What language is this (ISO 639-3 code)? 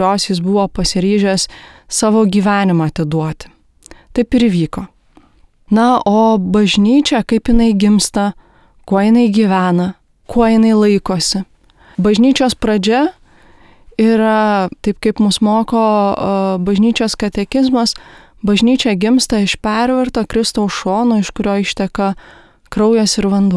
lit